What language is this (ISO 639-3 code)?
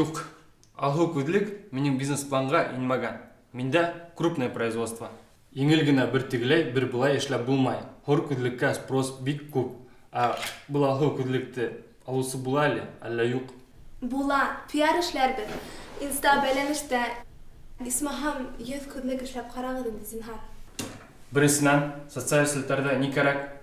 bak